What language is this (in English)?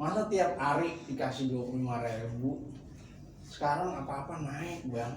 Betawi